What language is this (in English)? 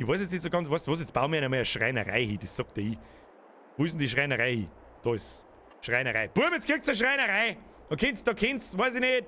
Bavarian